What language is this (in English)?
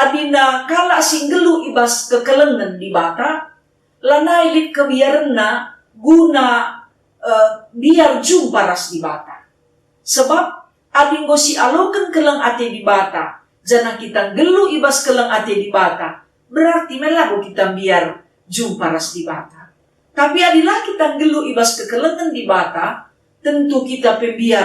Batak Karo